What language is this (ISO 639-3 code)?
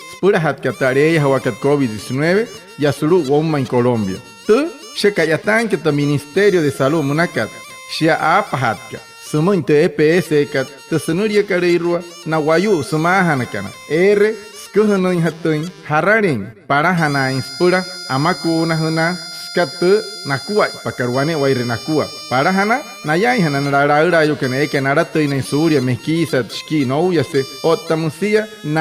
guc